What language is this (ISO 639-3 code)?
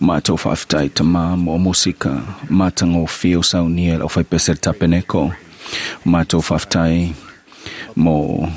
smo